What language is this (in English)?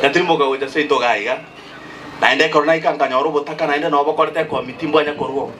Gusii